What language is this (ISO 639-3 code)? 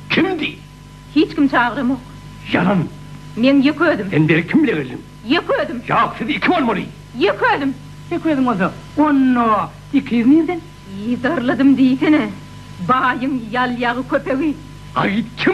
tuk